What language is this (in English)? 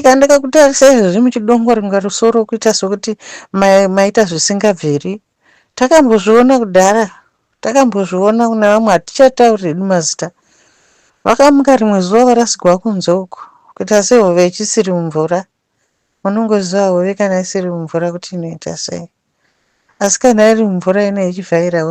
Shona